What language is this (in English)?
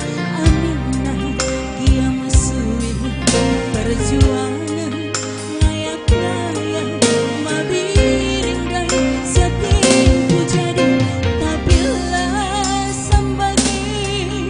Batak Karo